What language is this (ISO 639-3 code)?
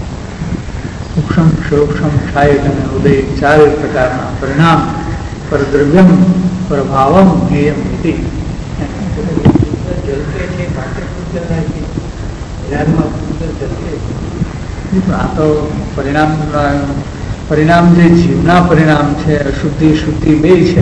guj